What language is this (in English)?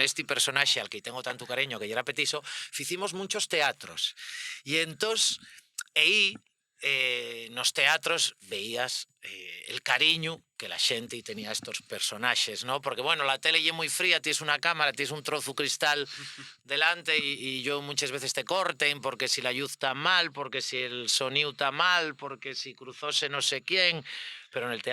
Asturian